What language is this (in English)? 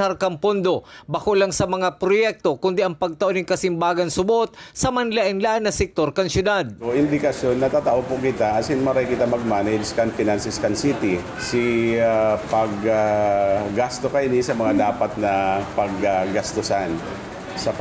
Bikol